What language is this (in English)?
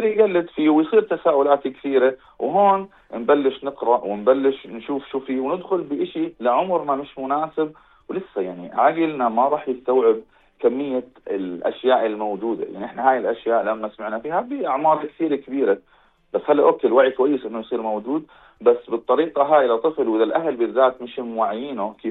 North Levantine Arabic